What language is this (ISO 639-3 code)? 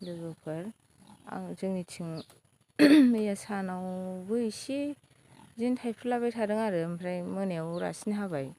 brx